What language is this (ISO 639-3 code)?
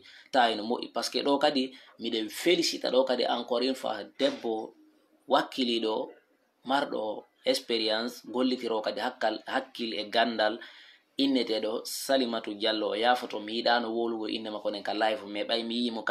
ful